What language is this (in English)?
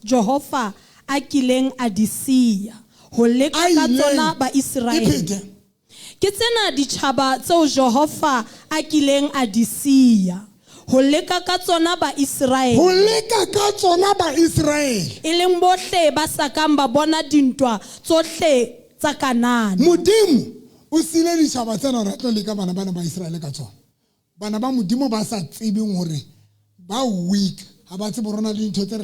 Southern Sotho